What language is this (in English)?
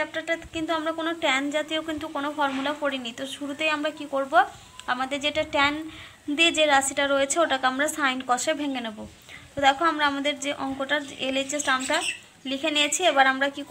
Bangla